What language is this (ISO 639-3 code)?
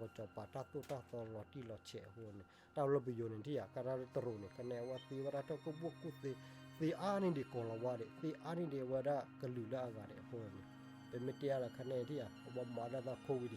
ksw